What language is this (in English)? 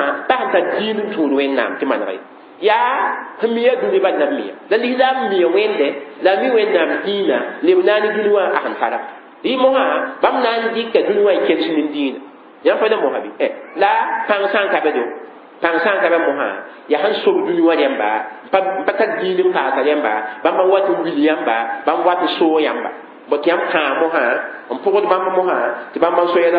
Mossi